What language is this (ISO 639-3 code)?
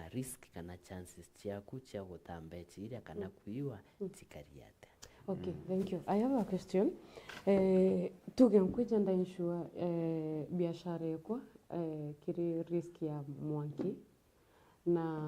mer